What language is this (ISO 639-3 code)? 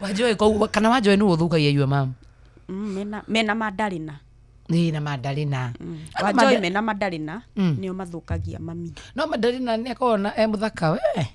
kik